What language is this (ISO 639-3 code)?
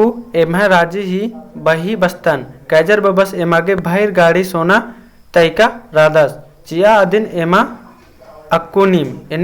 kru